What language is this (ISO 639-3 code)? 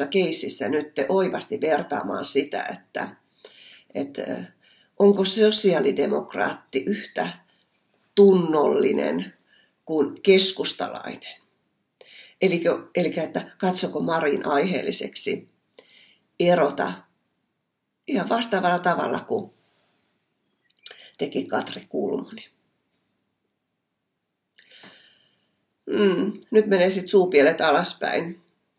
fin